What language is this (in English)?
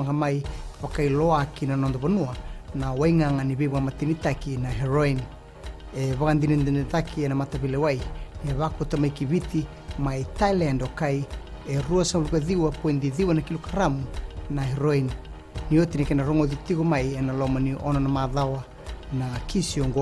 Fijian